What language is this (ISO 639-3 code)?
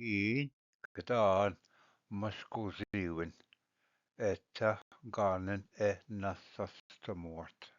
oji